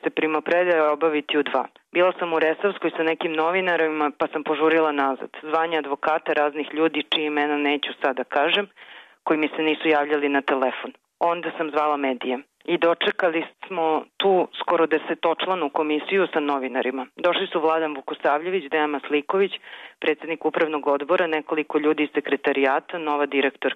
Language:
Serbian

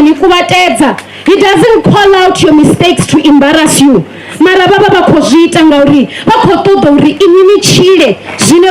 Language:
Venda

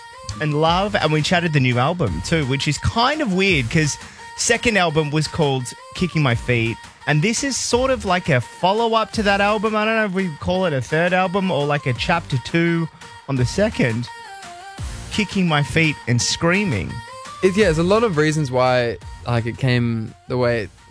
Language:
English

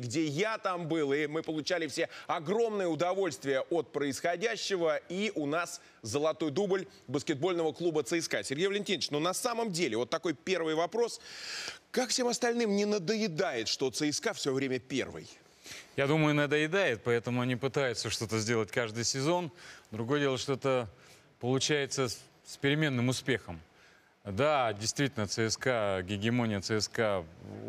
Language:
Russian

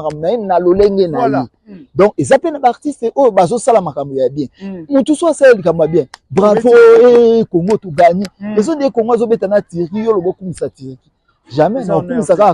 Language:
Lingala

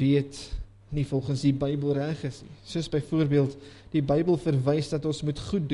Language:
Afrikaans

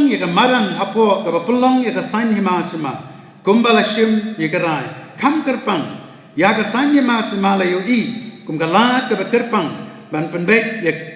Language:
Khasi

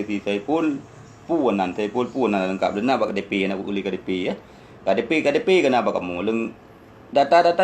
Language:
Achinese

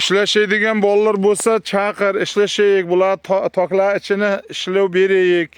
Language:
Uzbek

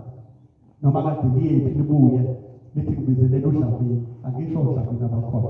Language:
Zulu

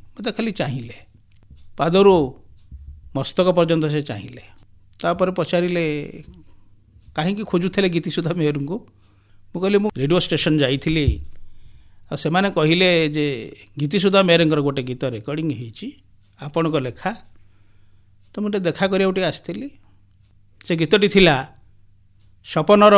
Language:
Odia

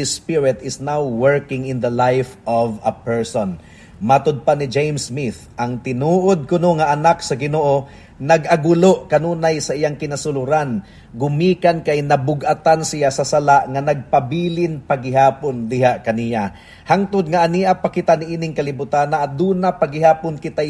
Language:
Cebuano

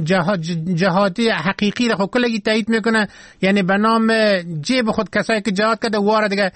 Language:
Persian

